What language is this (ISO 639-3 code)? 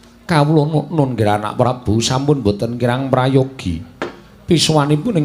jav